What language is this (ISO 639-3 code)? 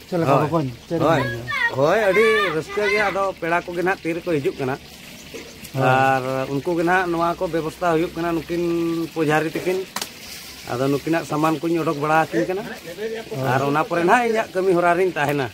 sat